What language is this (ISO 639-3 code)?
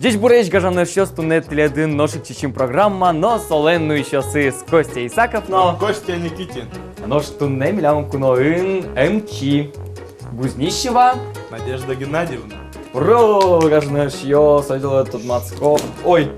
udm